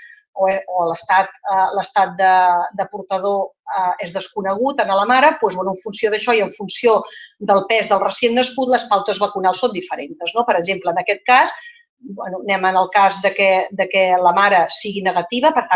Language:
Catalan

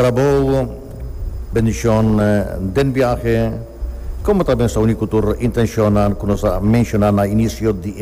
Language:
Papiamento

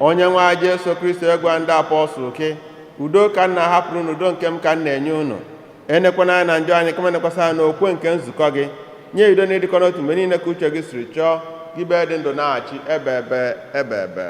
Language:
Igbo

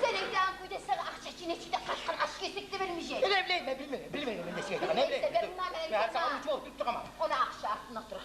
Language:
Kumyk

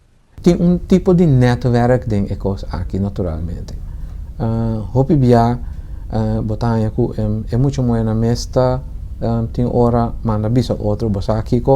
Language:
Papiamento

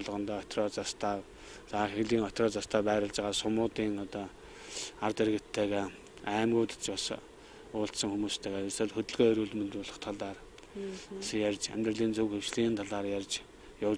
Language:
Mongolian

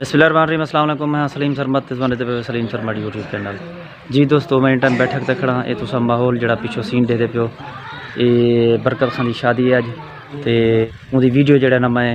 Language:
Saraiki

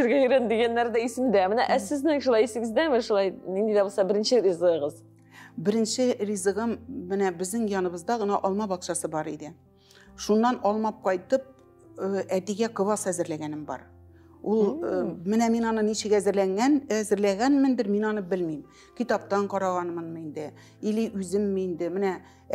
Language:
Tatar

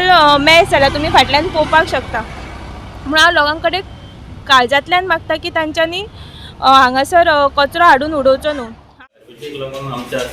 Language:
Konkani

